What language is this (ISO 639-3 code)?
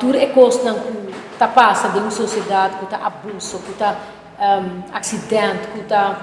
pap